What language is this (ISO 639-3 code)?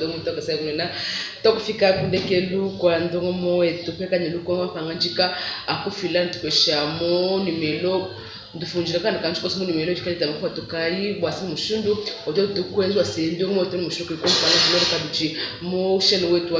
lua